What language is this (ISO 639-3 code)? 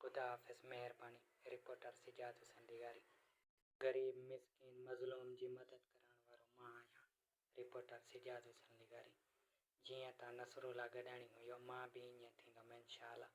snd